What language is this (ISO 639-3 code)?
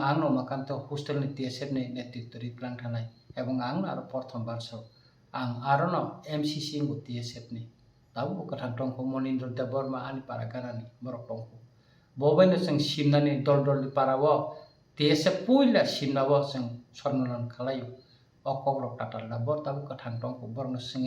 trp